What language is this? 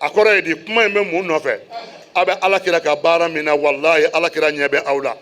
Bambara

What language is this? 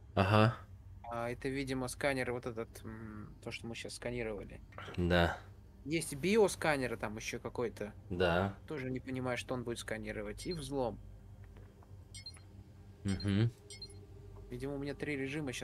Russian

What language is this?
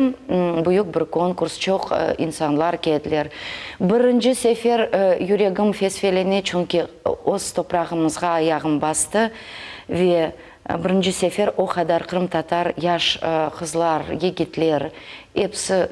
Crimean Tatar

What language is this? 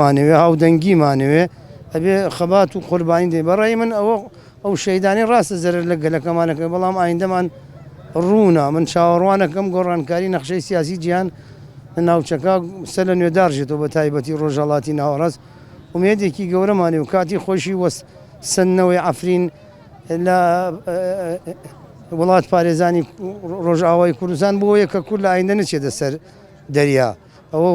Central Kurdish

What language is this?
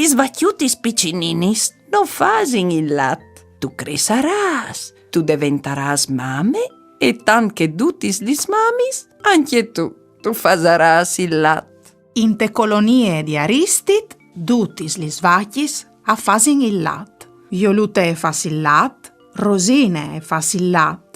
Friulian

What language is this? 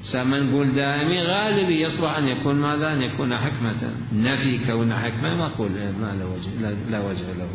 Mesopotamian Arabic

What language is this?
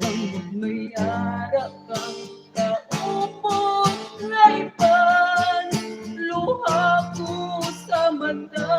Hiligaynon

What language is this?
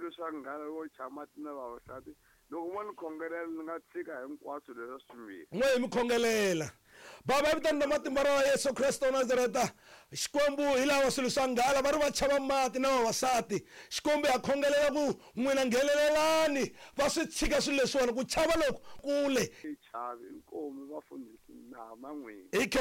Tsonga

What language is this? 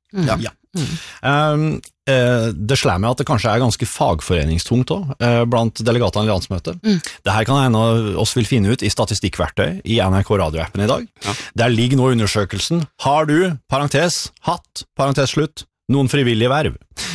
Norwegian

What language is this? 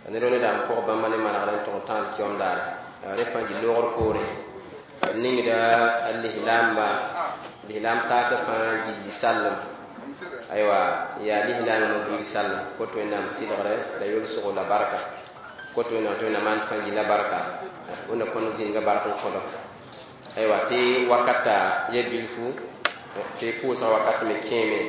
Mossi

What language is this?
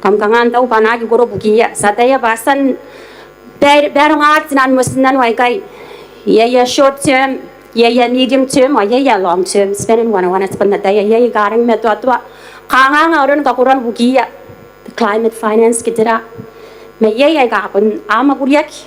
Gilbertese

